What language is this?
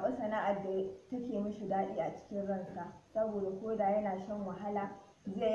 Hausa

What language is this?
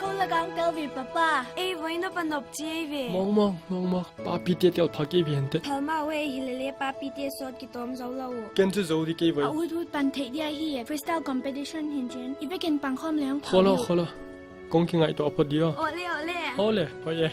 Paite Chin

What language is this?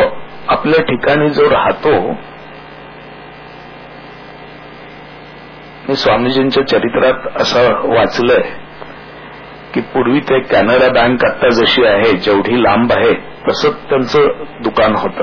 Marathi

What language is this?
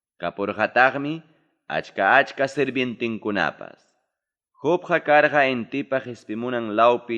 Ayacucho Quechua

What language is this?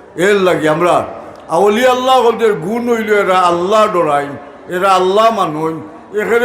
Sylheti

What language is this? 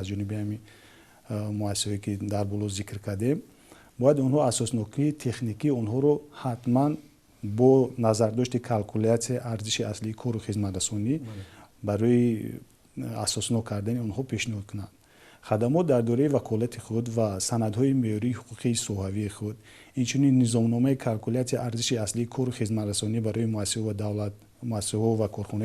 Tajik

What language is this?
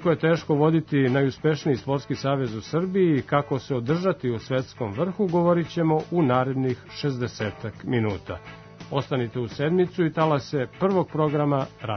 Serbian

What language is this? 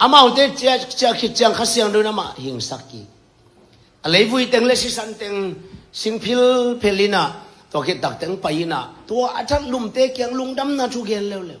Tedim Chin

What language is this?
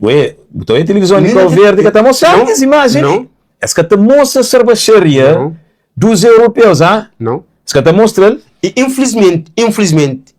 Kabuverdianu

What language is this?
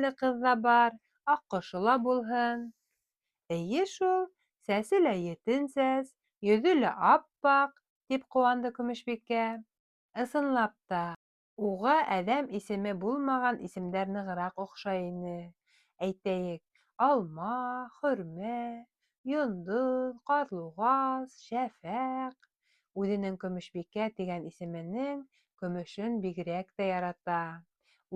Bashkir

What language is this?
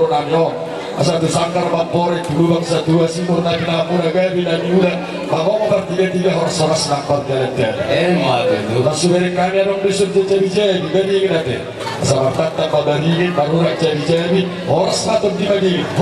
Batak Toba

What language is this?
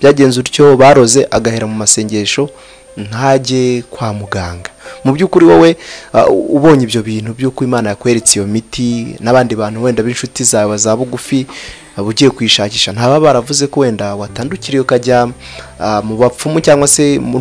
Kinyarwanda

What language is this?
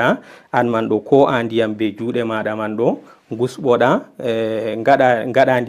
Fula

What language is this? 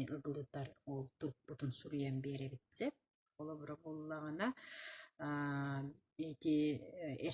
Yakut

